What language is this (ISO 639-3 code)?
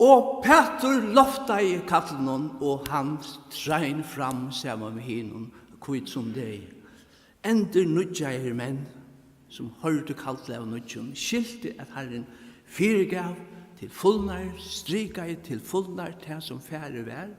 fao